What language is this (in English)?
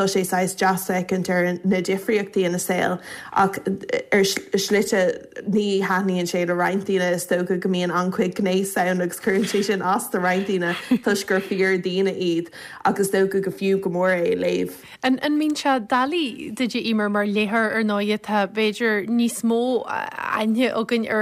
Irish